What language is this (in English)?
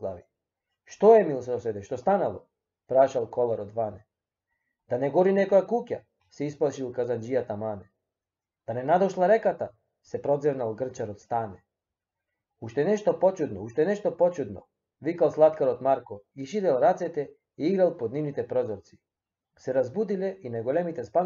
Macedonian